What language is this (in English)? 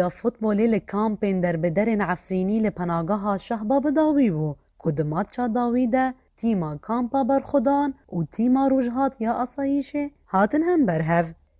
Kurdish